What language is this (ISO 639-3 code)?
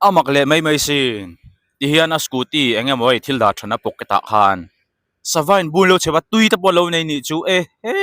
lus